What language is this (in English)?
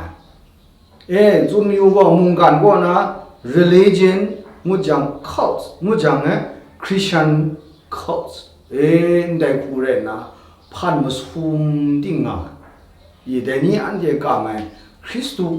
Kachin